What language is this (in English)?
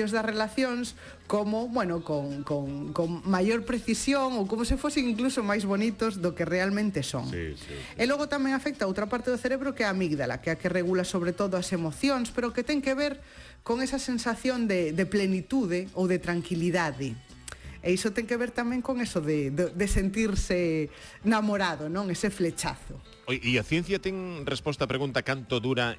Galician